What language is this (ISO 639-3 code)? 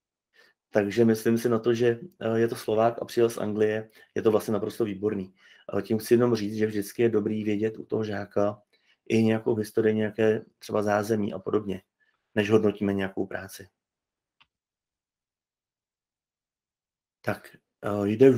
ces